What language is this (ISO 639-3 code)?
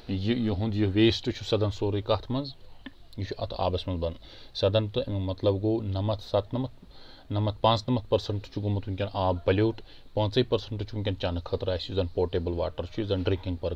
kas